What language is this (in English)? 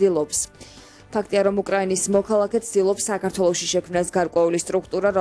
Georgian